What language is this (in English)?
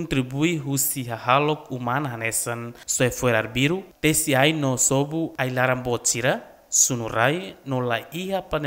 Tetum